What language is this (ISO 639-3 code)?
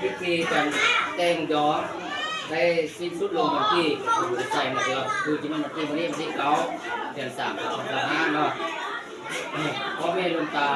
lao